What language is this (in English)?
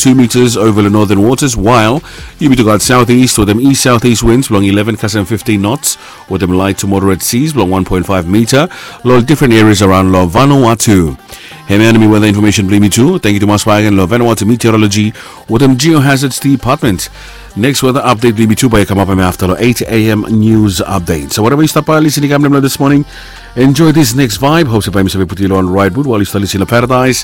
Bislama